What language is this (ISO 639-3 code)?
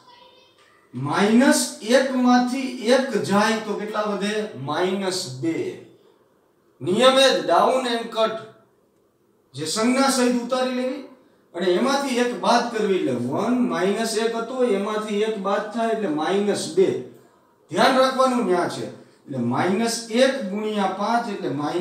guj